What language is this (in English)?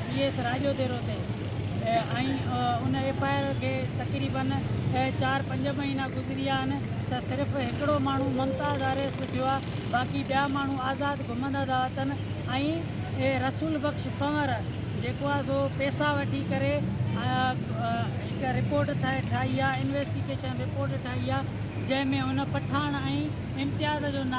Sindhi